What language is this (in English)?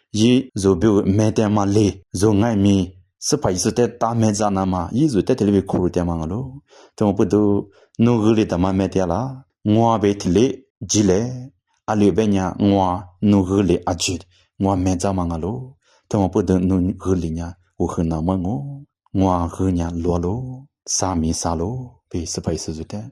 Lisu